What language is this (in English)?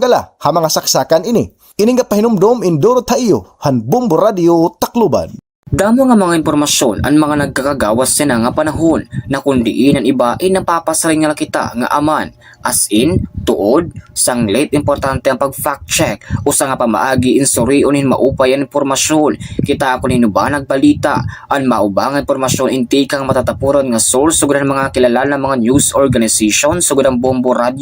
Waray